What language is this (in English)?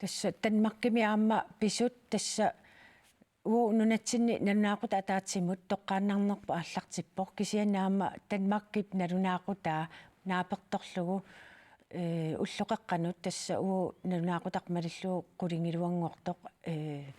Kalaallisut